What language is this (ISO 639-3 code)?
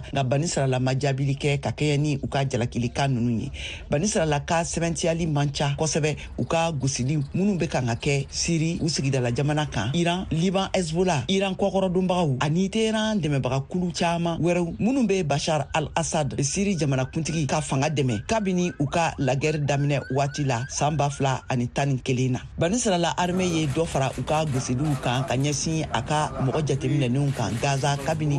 bam